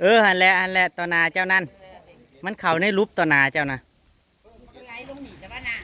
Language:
Northeastern Thai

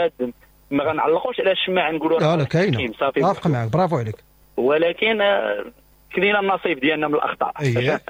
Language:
Moroccan Arabic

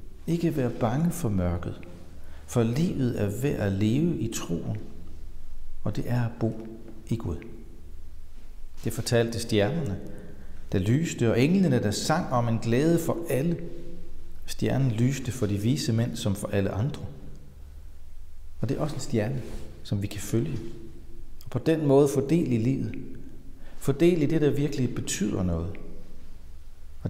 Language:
Danish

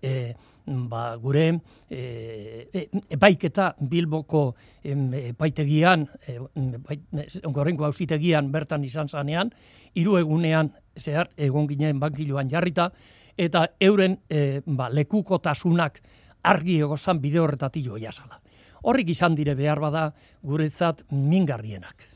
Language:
Basque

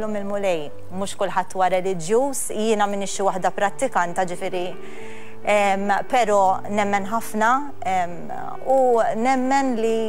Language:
Maltese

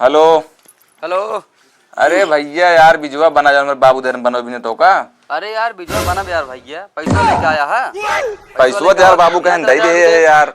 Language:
Awadhi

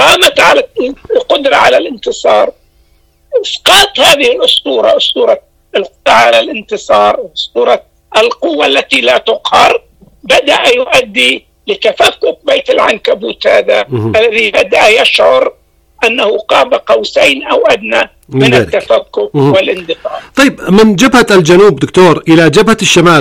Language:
Arabic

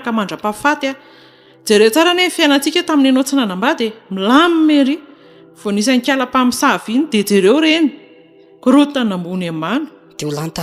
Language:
Malagasy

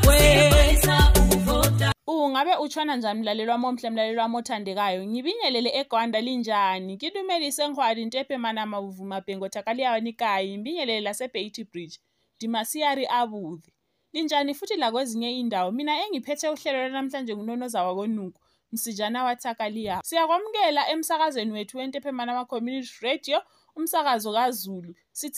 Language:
North Ndebele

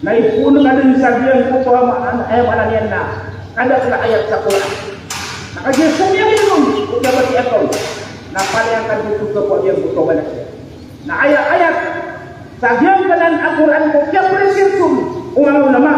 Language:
Maranao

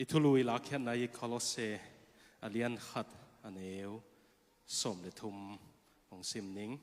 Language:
Tedim Chin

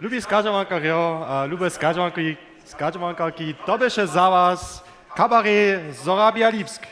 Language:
Upper Sorbian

